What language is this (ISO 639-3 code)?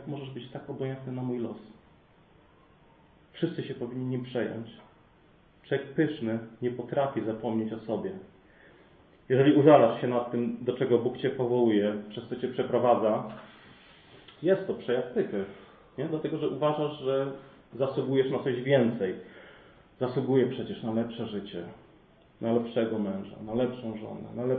pol